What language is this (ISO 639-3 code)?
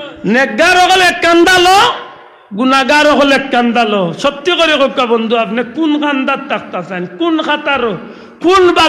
syl